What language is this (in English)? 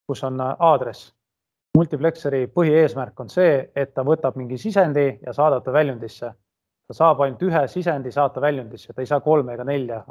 Estonian